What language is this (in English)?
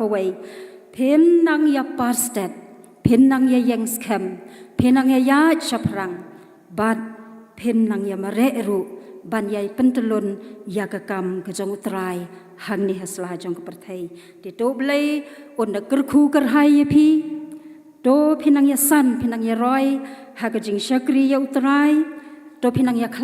Khasi